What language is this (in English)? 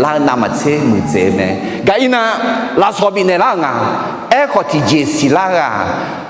Akha